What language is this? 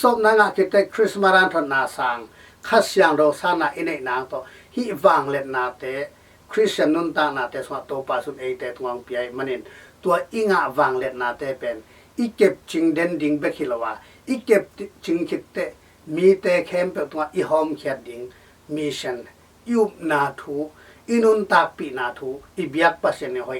Tedim Chin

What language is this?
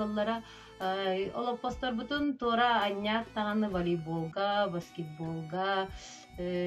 Yakut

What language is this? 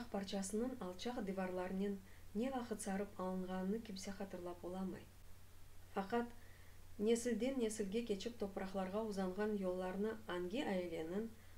Crimean Tatar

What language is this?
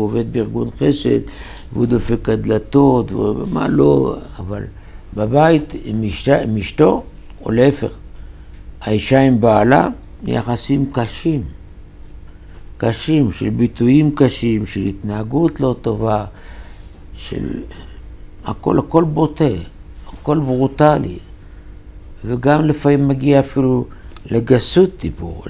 Hebrew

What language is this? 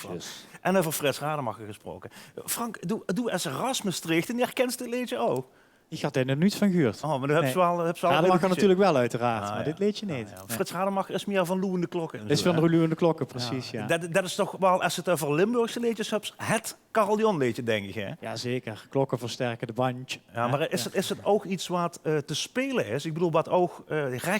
Limburgish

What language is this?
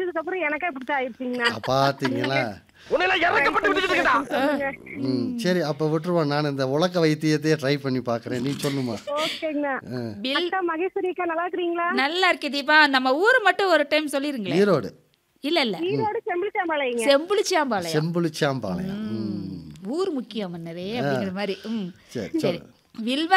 Tamil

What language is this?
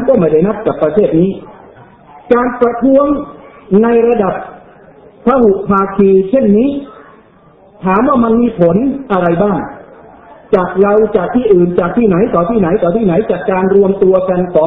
Thai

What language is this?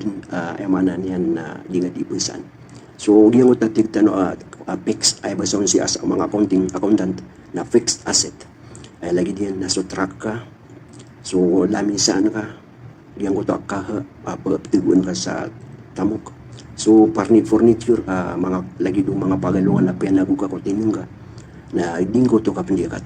Maranao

